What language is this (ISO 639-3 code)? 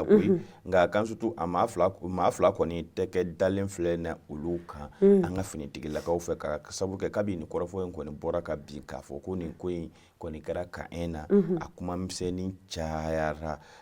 bam